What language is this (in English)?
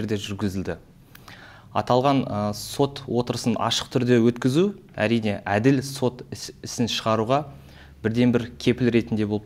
Kazakh